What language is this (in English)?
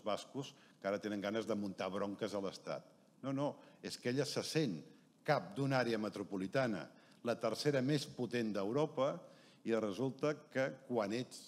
Catalan